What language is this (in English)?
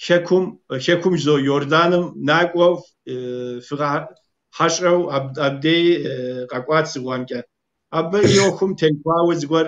Kabardian